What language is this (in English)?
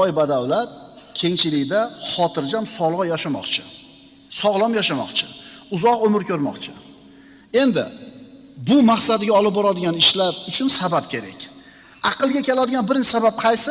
Uzbek